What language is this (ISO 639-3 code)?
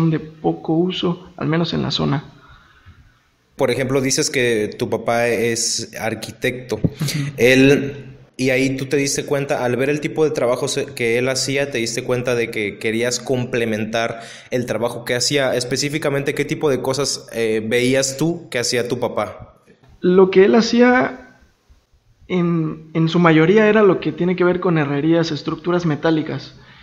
spa